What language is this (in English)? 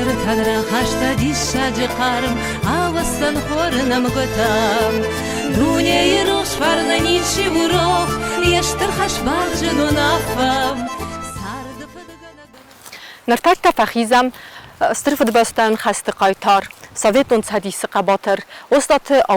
Ossetic